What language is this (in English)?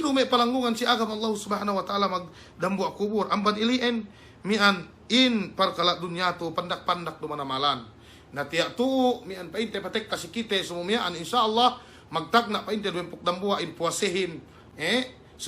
Yakan